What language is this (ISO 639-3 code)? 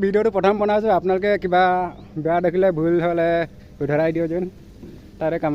asm